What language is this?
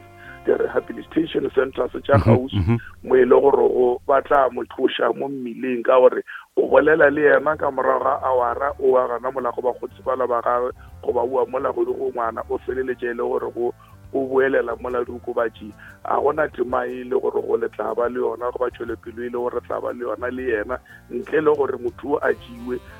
Northern Sotho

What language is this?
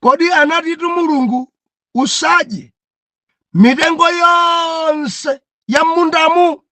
Nyanja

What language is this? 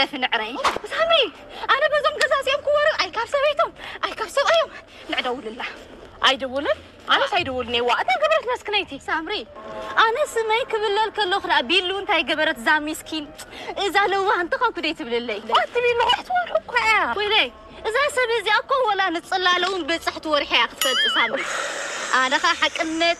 Tigrinya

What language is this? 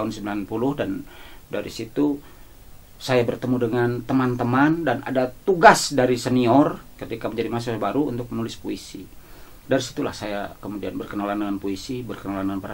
Indonesian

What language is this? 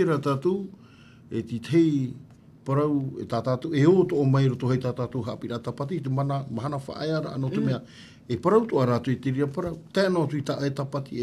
Tahitian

